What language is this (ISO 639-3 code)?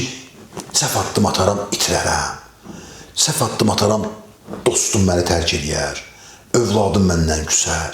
aze